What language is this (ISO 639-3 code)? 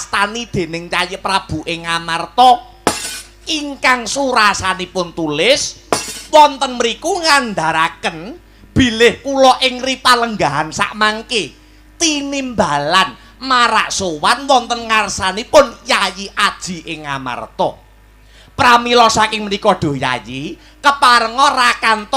jav